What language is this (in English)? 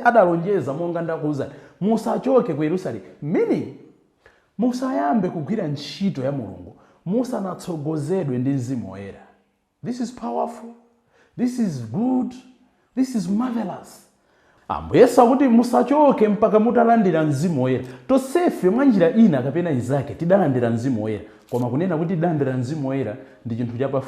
Nyanja